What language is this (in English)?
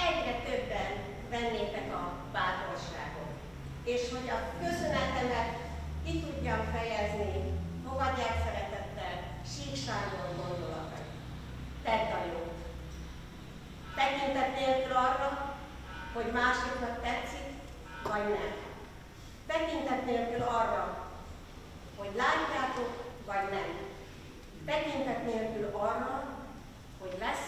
Hungarian